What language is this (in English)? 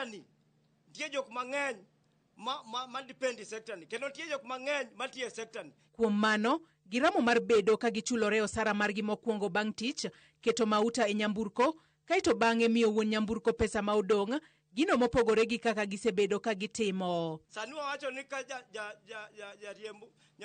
Luo (Kenya and Tanzania)